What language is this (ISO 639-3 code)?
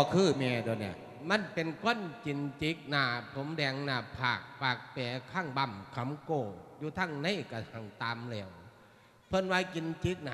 lao